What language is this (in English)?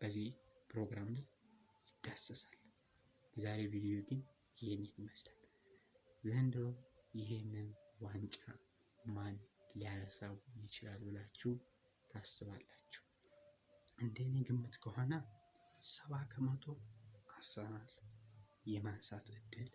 Amharic